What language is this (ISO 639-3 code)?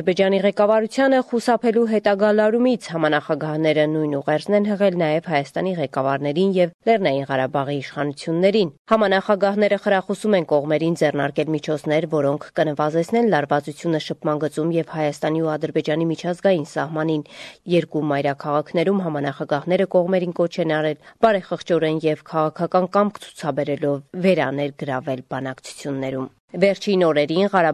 hye